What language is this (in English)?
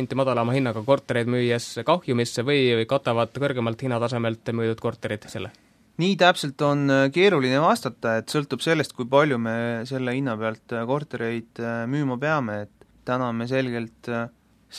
Estonian